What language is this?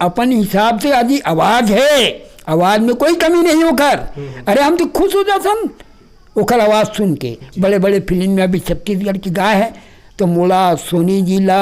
Chhattisgarhi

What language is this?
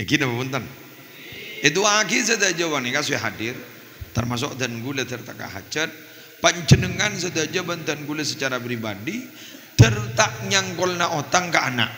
Madurese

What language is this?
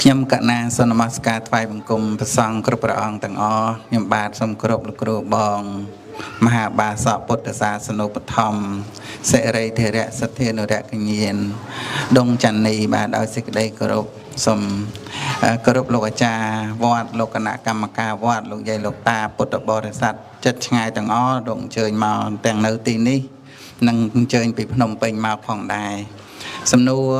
Khmer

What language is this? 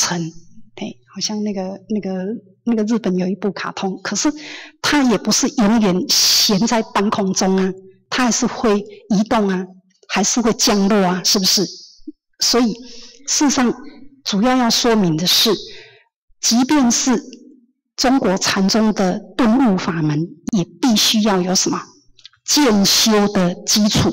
Chinese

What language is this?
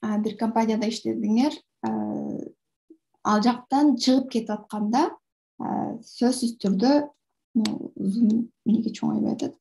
Kyrgyz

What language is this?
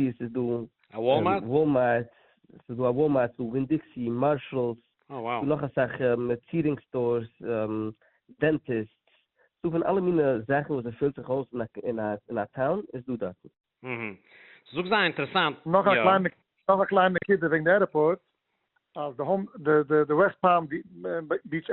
Yiddish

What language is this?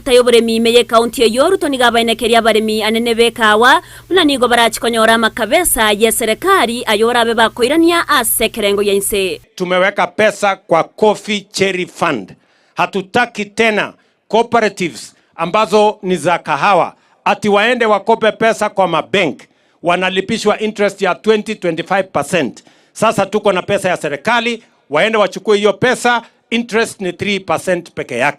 Gusii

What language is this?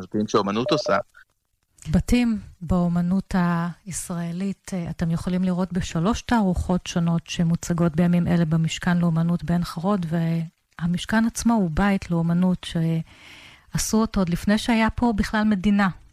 Hebrew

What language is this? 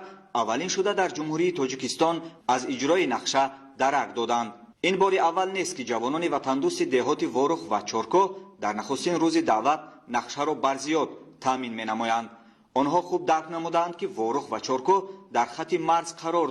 Tajik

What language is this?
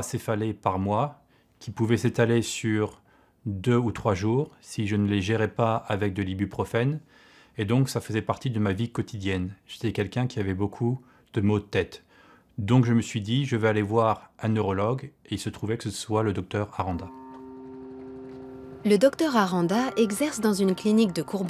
French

